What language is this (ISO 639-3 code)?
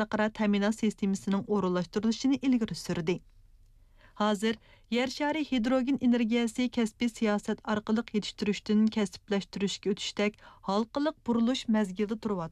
uig